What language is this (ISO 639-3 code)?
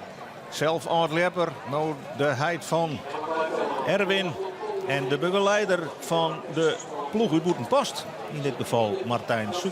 fry